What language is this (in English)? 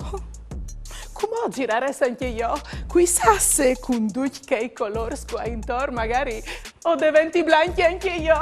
Friulian